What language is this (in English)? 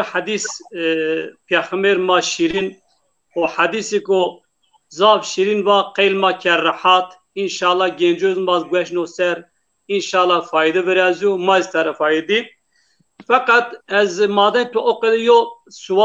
Zaza